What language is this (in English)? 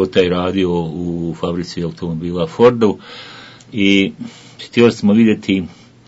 Bosnian